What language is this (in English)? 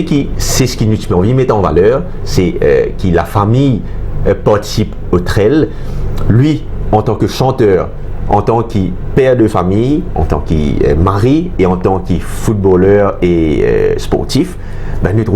Morisyen